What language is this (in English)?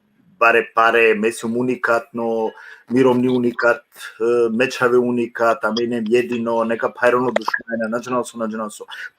Balkan Romani